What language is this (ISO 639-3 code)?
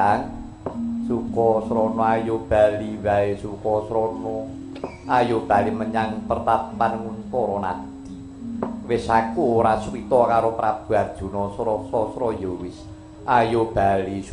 jav